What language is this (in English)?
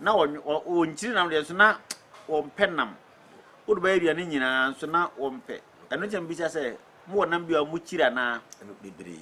Akan